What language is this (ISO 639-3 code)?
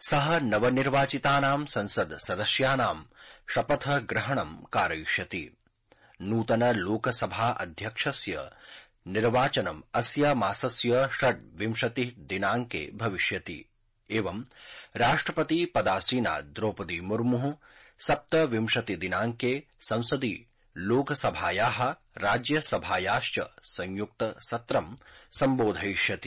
san